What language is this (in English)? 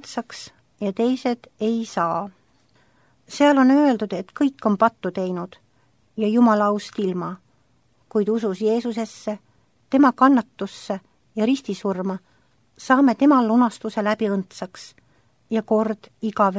Estonian